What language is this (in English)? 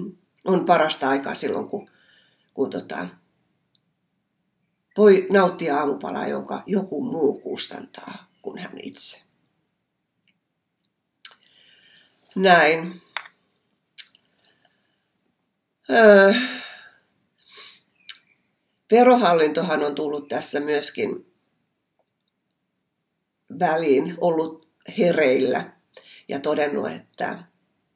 Finnish